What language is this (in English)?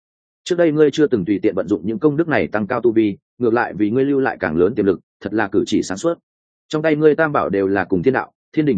Vietnamese